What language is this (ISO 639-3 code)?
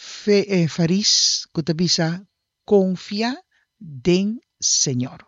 pap